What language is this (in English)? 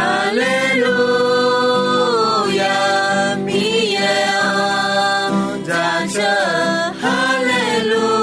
Akha